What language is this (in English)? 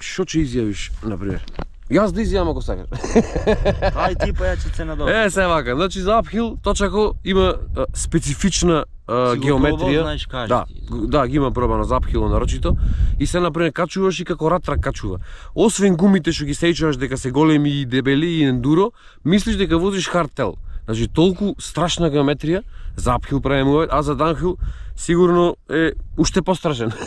Macedonian